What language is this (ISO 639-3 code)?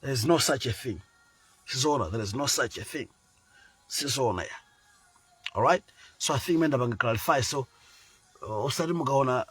nya